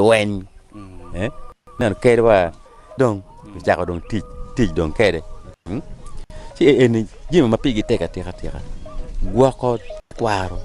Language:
Acoli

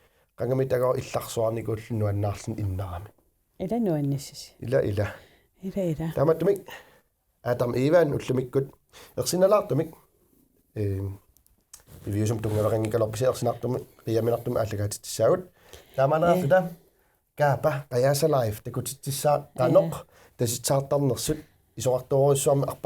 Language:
Kalaallisut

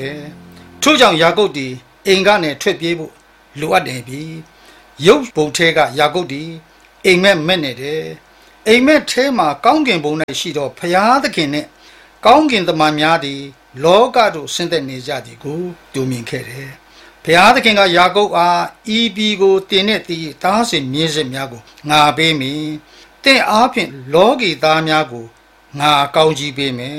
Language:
Burmese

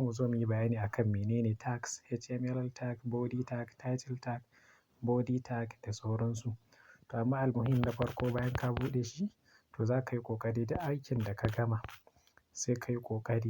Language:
Hausa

